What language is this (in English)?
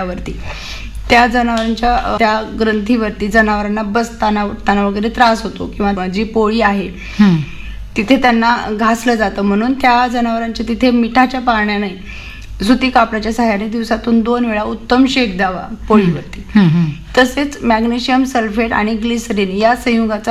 Marathi